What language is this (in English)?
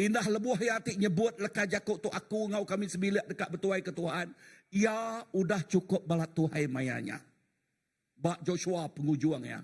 Iban